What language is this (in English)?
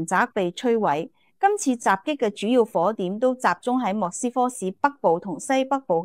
Cantonese